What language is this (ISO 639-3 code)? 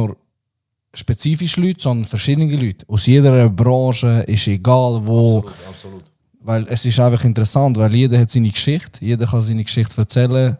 gsw